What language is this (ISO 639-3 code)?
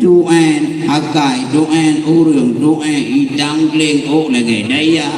ace